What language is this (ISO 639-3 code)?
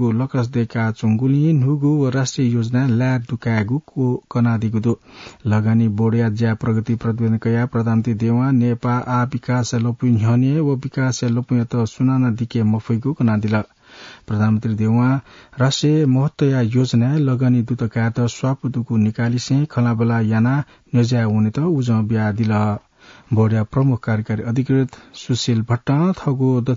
new